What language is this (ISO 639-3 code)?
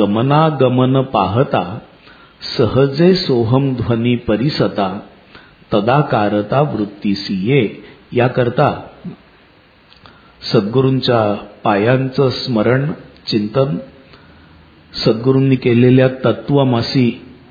mar